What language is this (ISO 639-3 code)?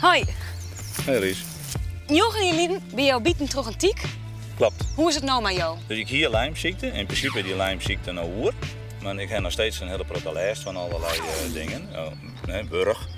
fry